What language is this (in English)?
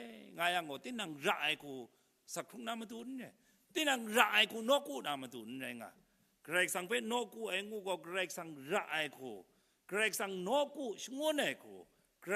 Kachin